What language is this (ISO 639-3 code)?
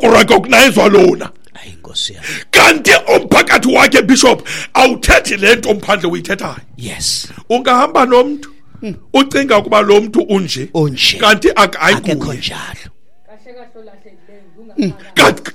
xho